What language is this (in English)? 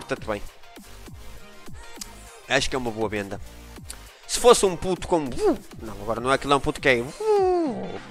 Portuguese